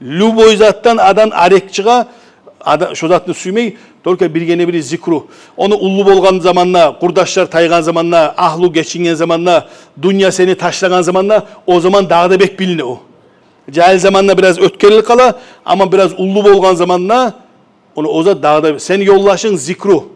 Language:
Kumyk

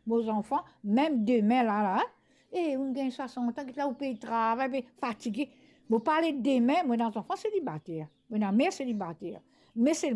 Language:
Morisyen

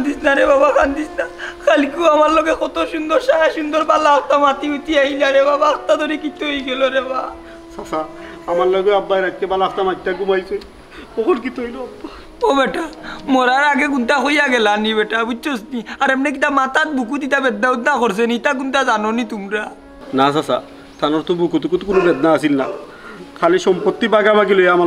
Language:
Sylheti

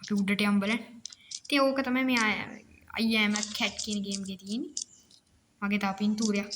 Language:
Sinhala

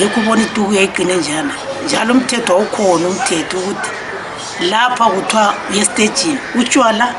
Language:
North Ndebele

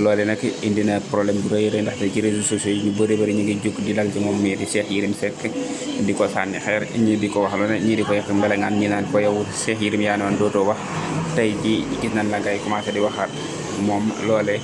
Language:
Wolof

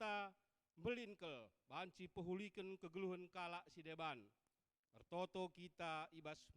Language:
Batak Karo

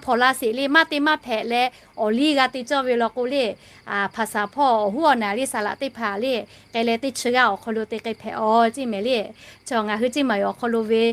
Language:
Lahu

